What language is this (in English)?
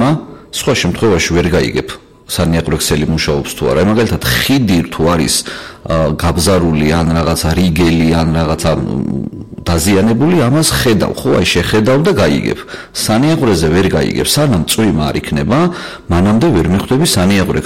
Georgian